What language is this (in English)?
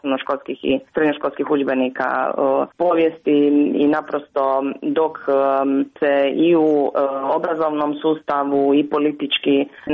Croatian